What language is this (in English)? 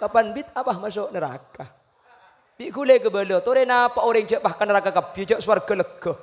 Madurese